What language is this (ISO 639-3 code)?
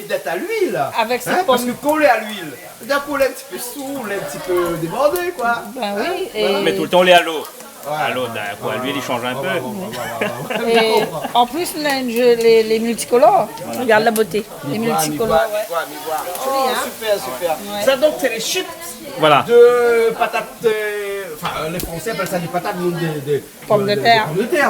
rcf